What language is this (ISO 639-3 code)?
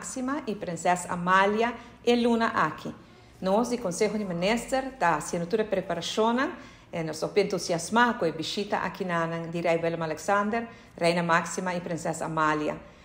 pap